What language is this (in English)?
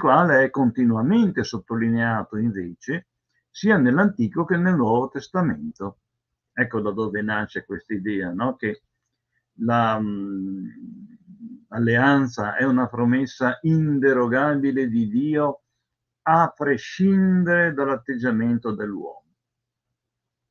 Italian